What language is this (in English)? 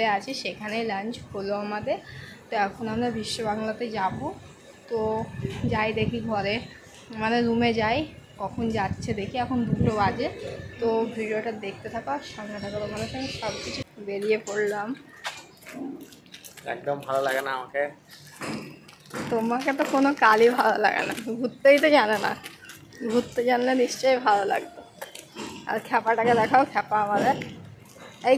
Bangla